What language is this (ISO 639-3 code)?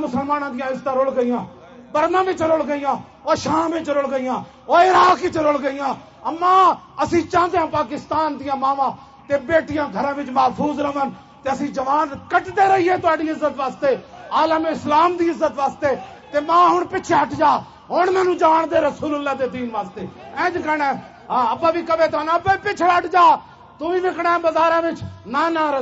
lah